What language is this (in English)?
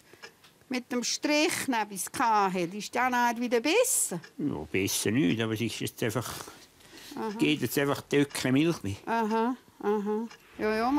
Swiss German